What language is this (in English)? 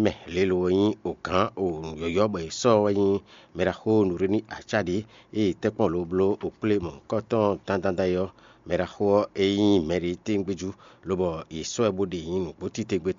Fon